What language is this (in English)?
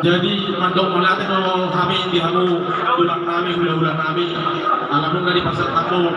Batak Toba